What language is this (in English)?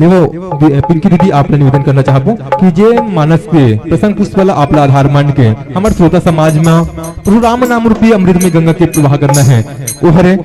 Chhattisgarhi